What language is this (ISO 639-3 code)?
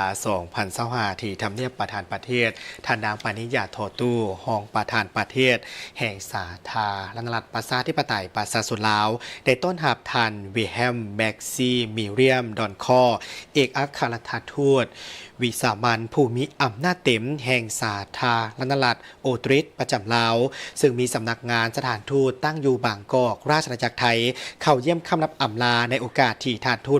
lao